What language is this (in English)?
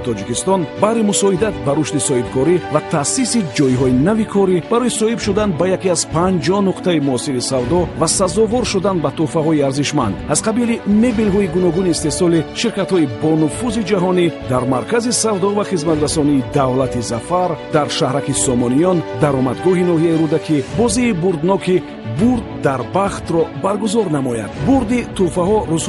Tajik